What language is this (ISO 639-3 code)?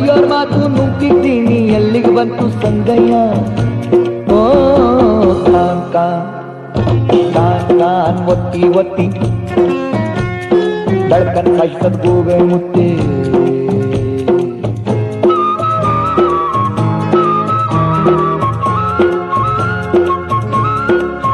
kan